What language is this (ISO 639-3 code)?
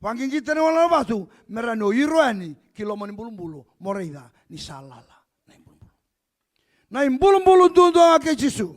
fij